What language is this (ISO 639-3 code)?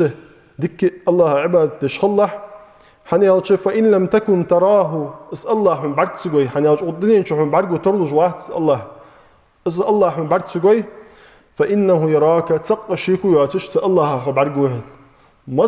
inh